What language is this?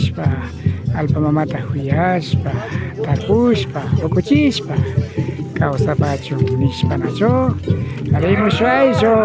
Imbabura Highland Quichua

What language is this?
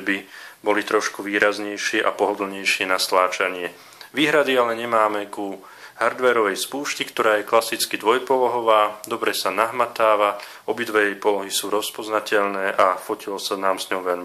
Slovak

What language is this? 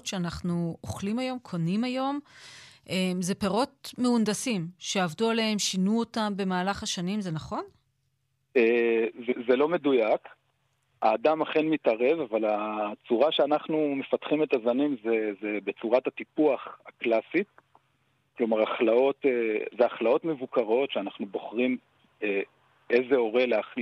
Hebrew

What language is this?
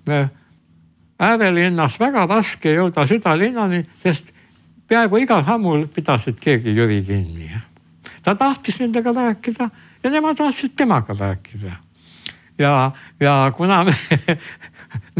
Estonian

